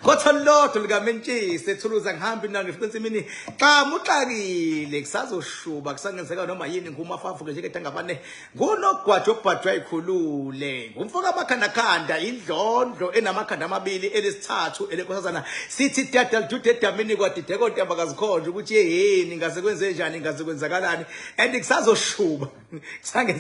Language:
Zulu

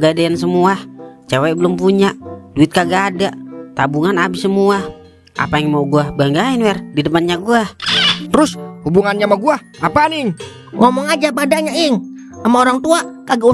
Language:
Betawi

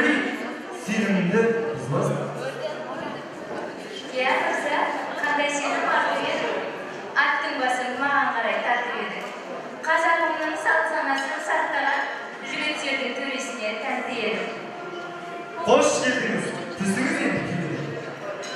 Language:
Kazakh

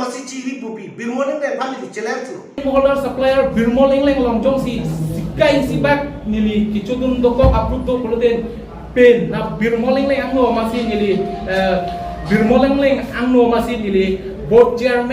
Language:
Karbi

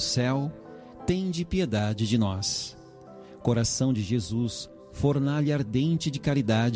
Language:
Portuguese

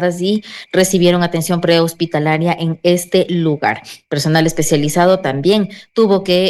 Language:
Spanish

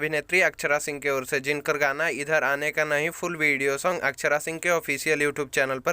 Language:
Bhojpuri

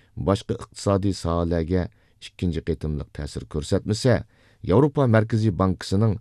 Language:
Uyghur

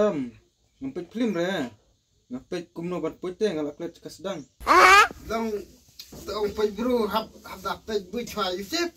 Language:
Khasi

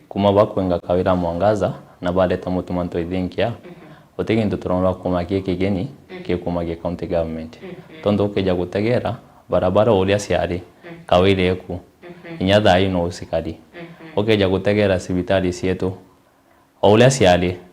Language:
Meru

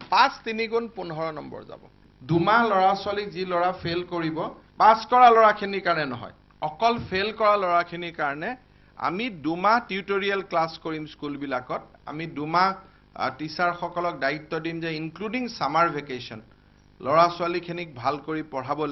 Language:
Assamese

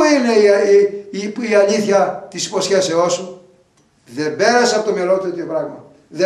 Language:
Greek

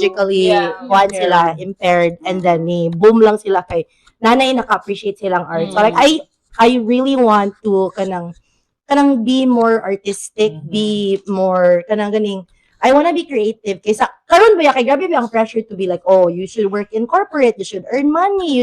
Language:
Cebuano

